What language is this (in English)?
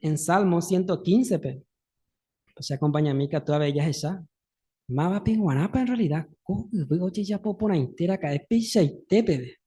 Guarani